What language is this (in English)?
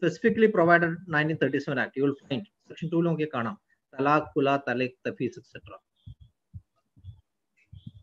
Malayalam